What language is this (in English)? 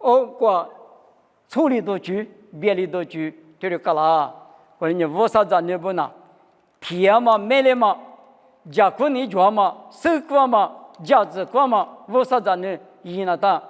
Lisu